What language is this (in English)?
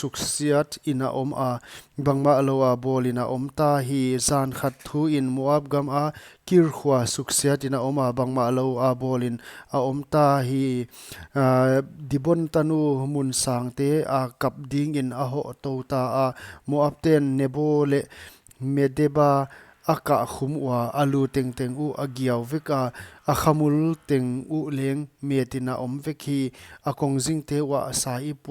Paite Chin